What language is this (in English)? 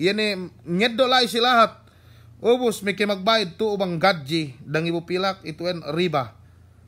Yakan